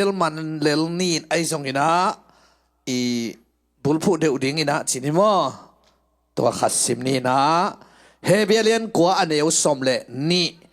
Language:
Tedim Chin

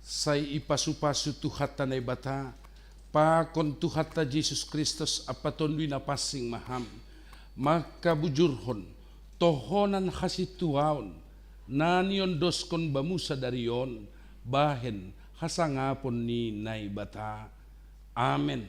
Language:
Batak Simalungun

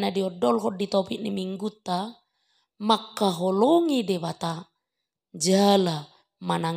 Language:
Batak Toba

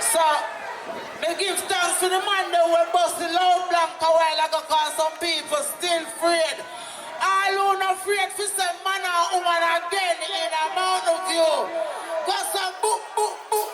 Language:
Jamaican Creole English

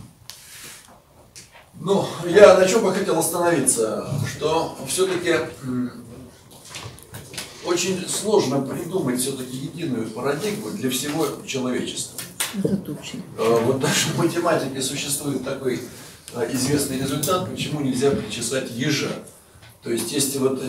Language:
Russian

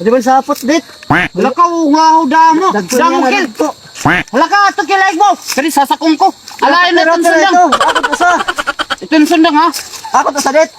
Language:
Waray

